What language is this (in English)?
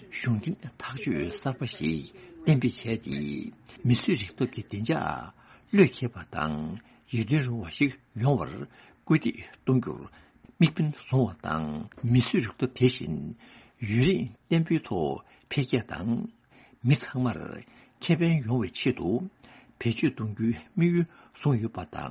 Tibetan